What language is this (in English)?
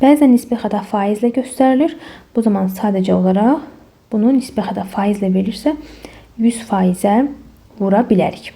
Azerbaijani